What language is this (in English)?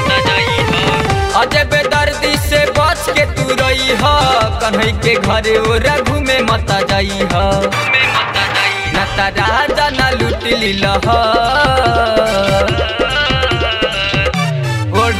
Bhojpuri